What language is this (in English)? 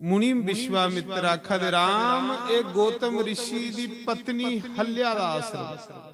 Dogri